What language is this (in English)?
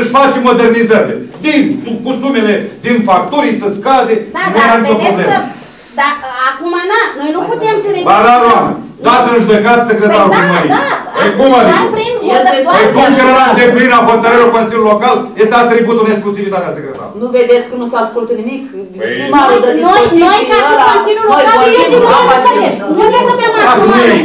Romanian